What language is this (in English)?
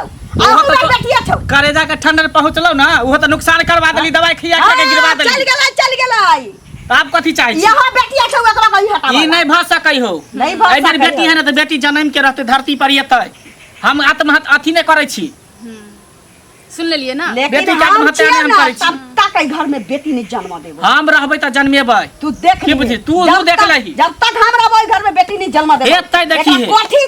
Maithili